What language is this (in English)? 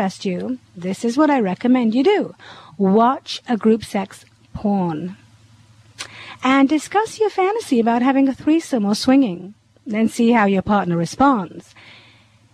English